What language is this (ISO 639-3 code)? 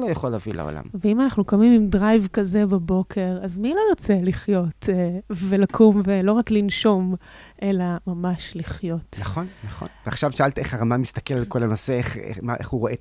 heb